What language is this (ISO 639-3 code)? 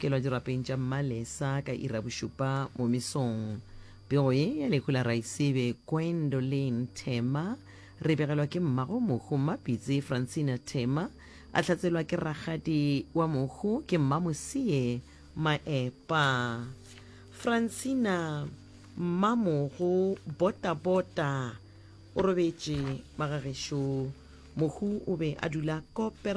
nso